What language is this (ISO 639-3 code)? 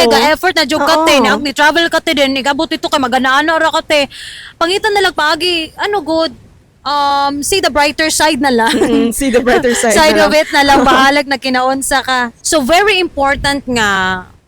ceb